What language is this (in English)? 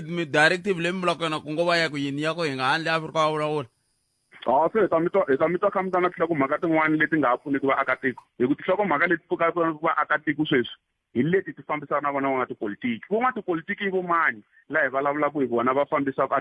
Tsonga